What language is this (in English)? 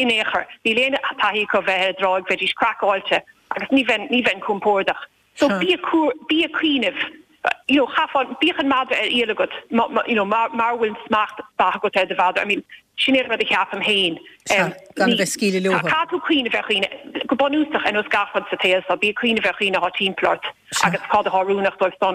Irish